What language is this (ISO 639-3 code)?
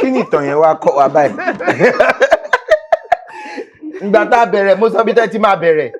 yor